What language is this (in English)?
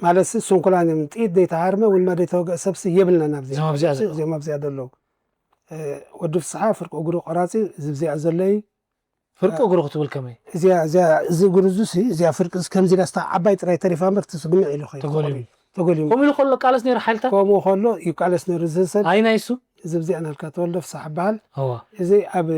Tigrinya